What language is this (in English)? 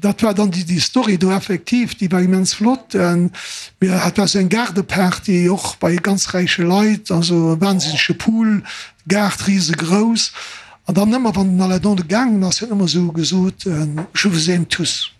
Luxembourgish